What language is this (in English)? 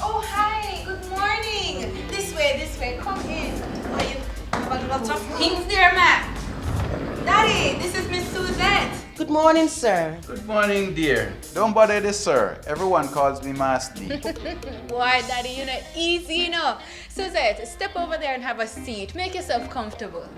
Jamaican Creole English